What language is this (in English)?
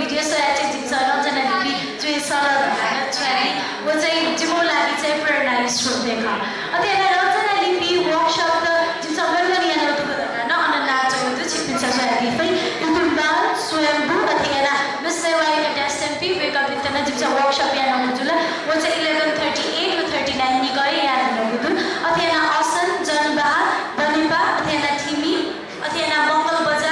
Newari